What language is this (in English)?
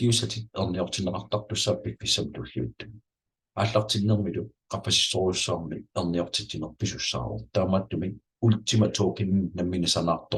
Kalaallisut